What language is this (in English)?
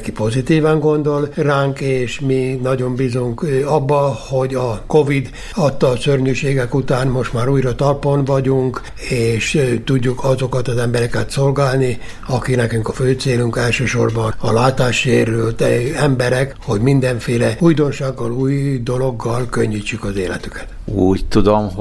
Hungarian